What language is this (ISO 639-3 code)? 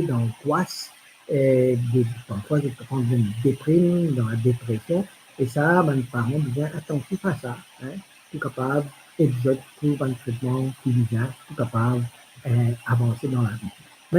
mfe